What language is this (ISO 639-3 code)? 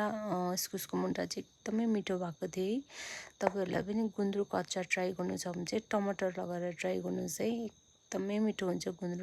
nep